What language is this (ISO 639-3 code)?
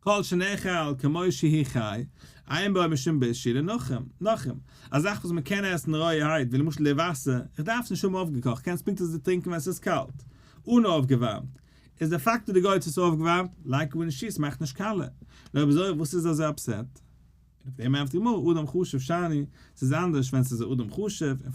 yid